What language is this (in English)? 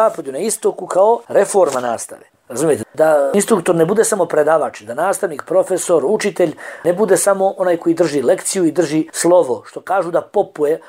Bosnian